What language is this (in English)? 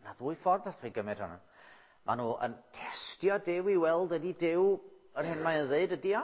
Welsh